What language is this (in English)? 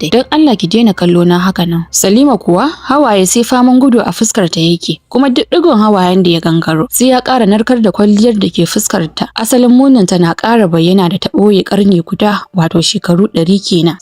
Hausa